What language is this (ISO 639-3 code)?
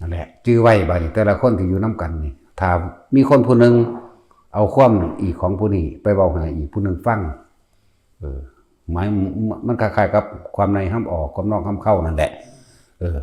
tts